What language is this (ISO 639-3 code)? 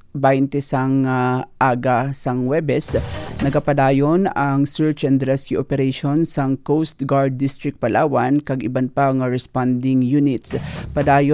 hil